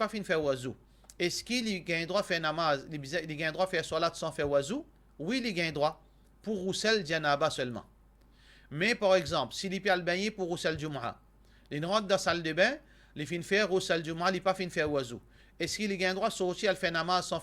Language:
Morisyen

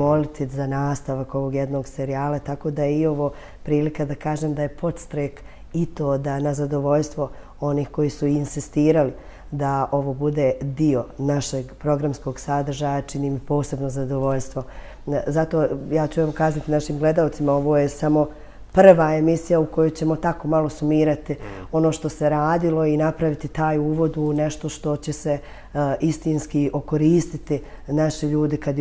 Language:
Bosnian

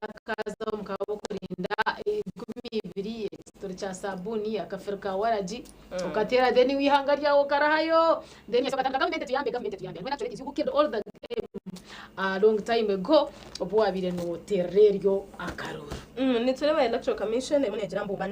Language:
Nyankole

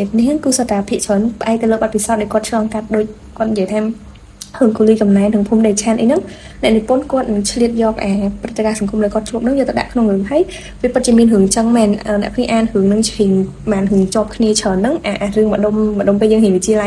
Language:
Khmer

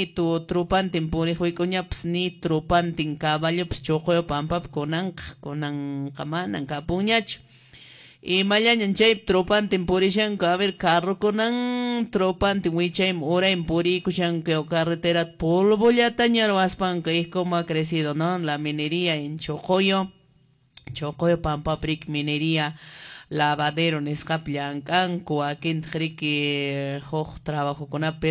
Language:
Quechua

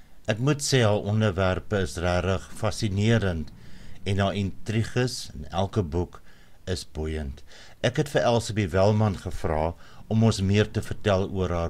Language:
Afrikaans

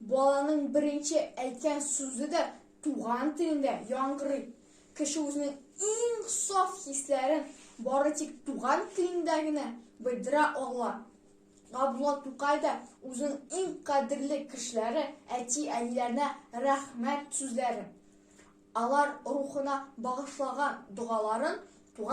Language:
Tatar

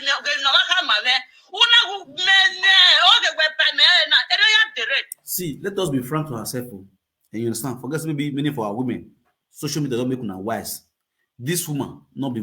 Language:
Nigerian Pidgin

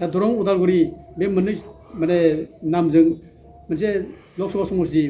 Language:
Bodo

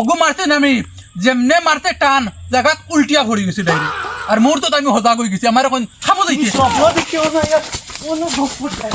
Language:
Sylheti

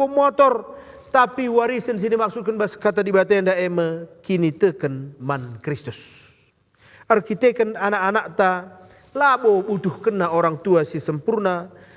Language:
Batak Karo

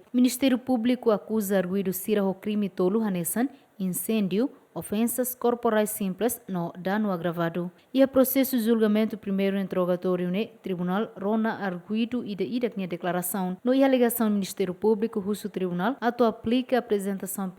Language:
Tetum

